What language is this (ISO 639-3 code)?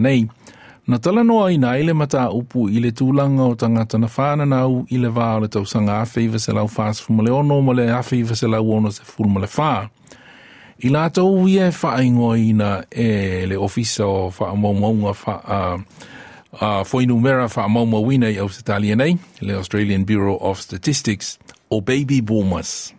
smo